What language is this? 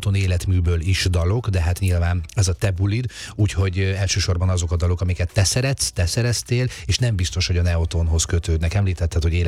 Hungarian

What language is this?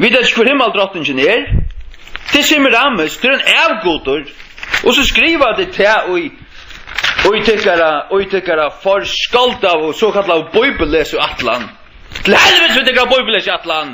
Faroese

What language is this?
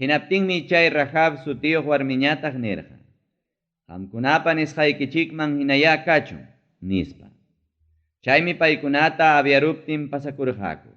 Ayacucho Quechua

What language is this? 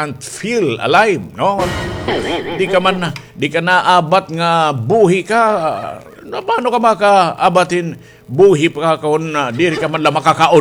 Waray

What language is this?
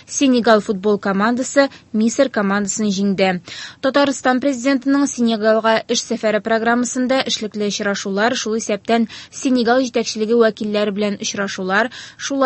Tatar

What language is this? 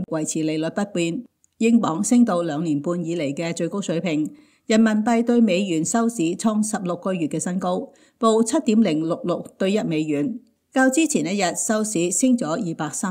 Cantonese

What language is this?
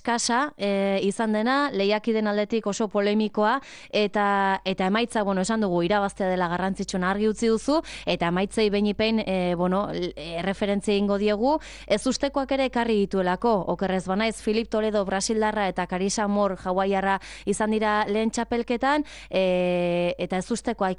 Basque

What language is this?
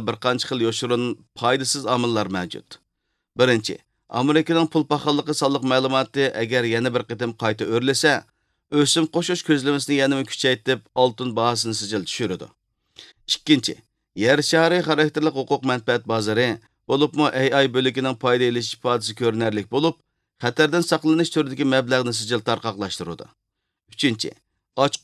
Uyghur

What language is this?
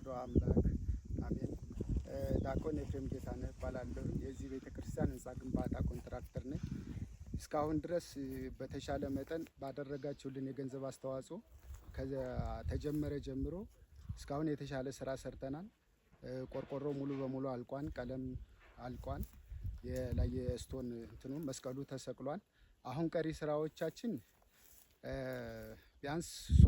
Amharic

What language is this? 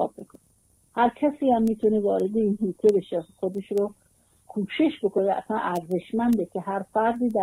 Persian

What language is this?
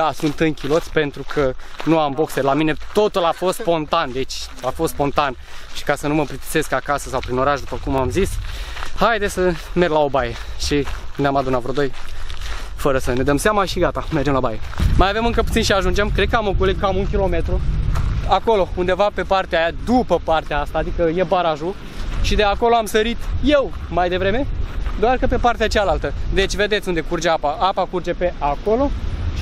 Romanian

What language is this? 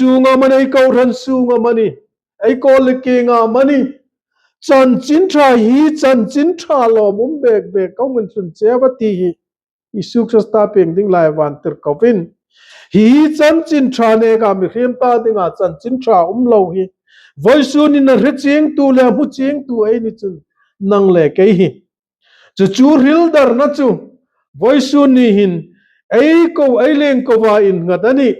Hmar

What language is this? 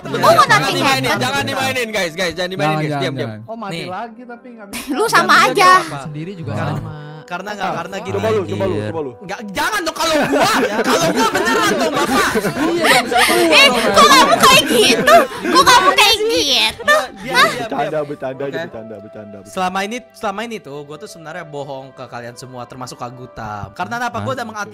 Indonesian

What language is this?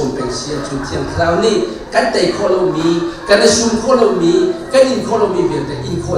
Hakha Chin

